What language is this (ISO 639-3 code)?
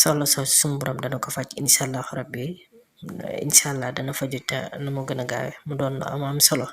wol